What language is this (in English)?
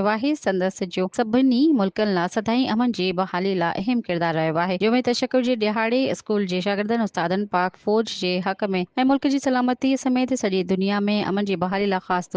Sindhi